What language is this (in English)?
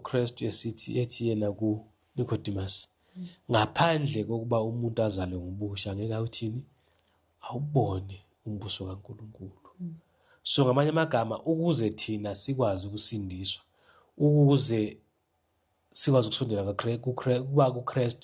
Zulu